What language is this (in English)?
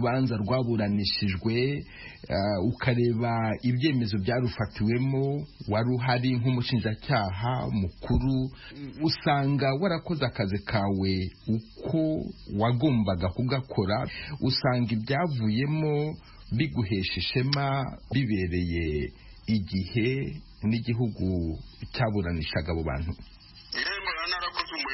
Kinyarwanda